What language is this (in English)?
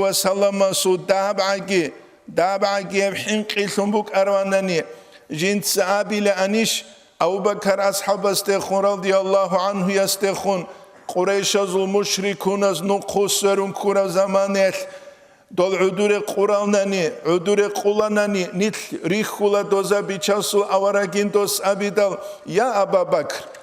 Avaric